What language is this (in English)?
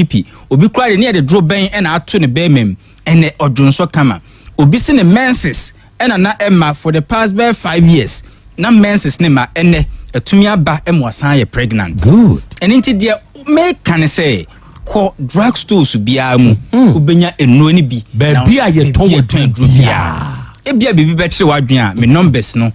Akan